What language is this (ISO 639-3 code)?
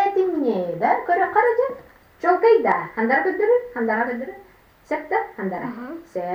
sah